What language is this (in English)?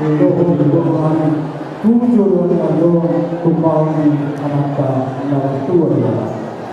Batak Toba